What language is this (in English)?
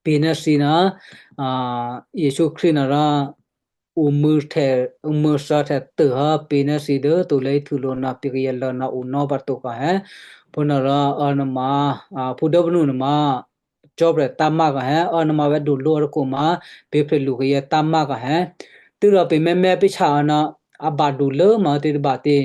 Western Kayah